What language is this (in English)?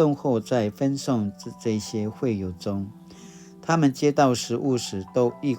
Paiwan